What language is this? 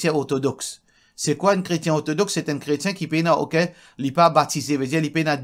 Morisyen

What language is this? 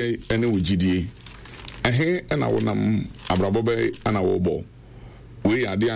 Akan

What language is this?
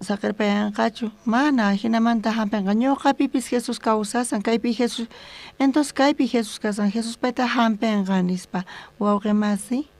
South Bolivian Quechua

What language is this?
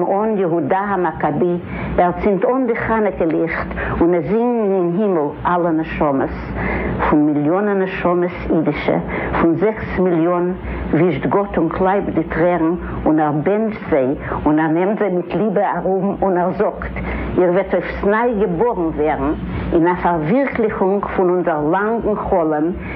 Yiddish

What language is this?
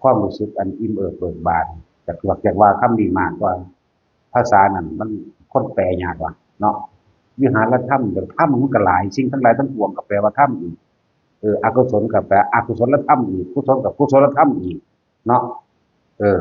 Northeastern Thai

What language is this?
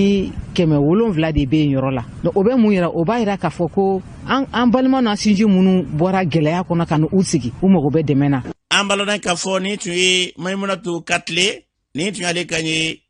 Bambara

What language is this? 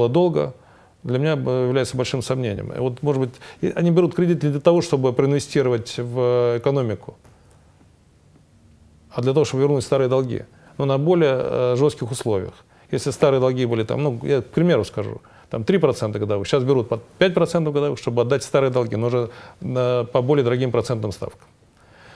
Russian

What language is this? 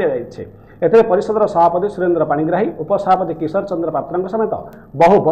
Odia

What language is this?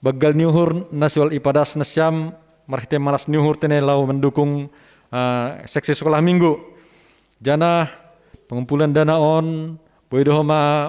Batak Simalungun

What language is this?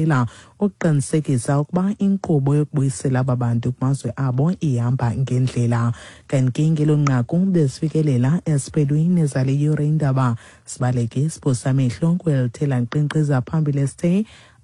Xhosa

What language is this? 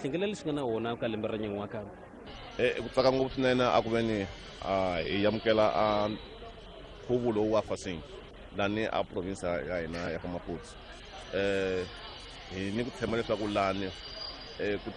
Tsonga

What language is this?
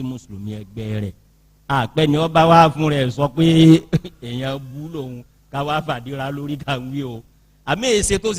Yoruba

